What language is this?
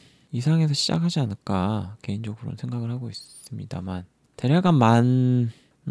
Korean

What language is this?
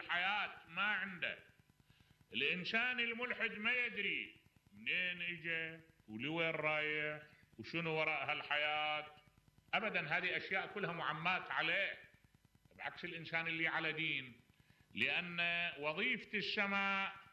Mesopotamian Arabic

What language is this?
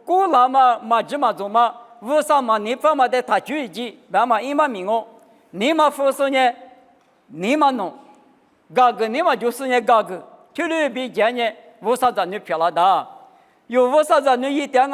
Lisu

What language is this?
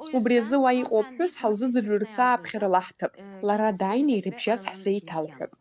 Abkhazian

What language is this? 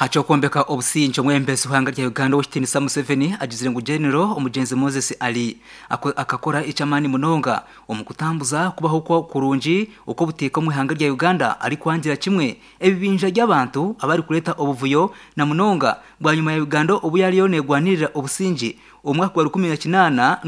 Nyankole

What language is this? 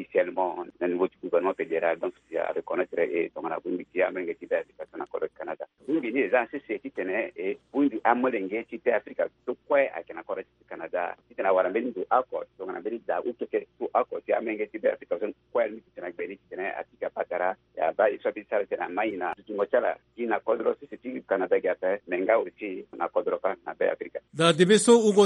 Sango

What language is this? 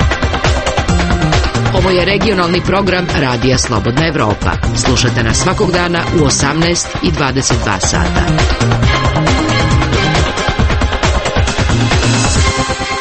Croatian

